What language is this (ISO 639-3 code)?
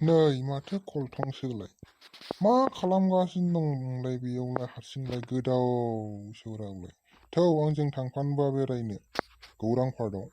brx